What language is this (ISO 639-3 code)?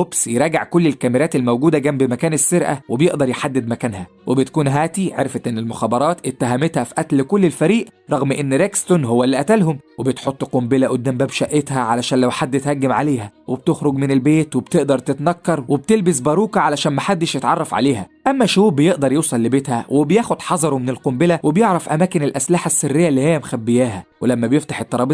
arz